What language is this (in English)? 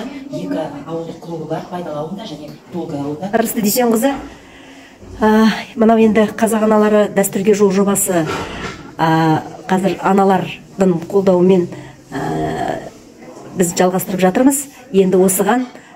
Kazakh